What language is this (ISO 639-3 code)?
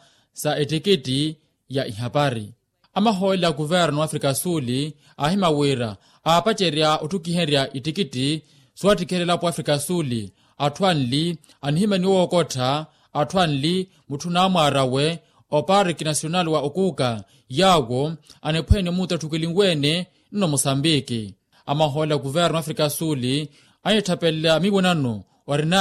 vmw